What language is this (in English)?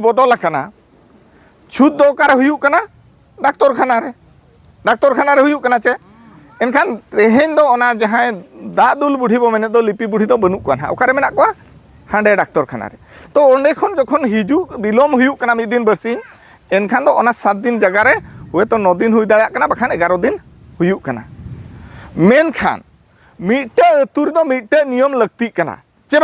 Santali